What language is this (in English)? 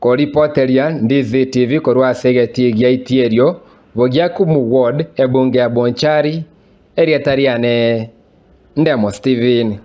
Gusii